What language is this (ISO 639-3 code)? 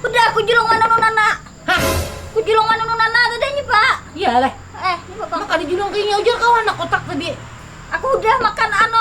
bjn